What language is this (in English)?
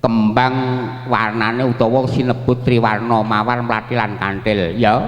Javanese